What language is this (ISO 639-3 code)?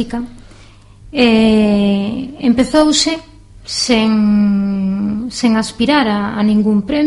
glg